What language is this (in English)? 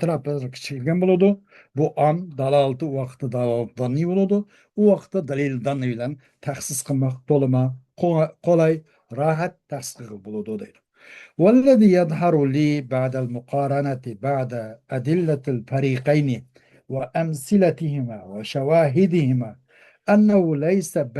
Uyghur